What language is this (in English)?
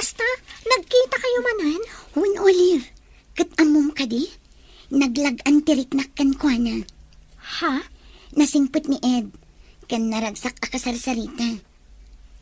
Iloko